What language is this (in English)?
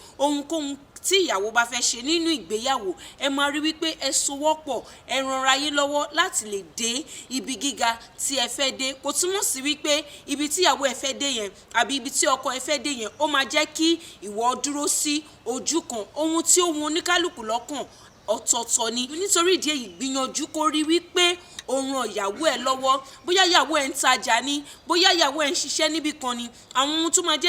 Yoruba